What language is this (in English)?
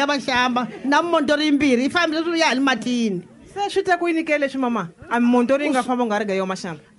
Tsonga